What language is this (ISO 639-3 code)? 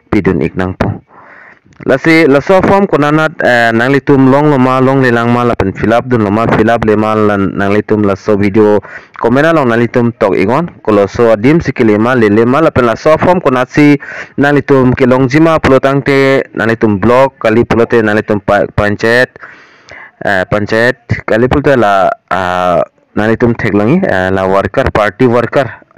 mjw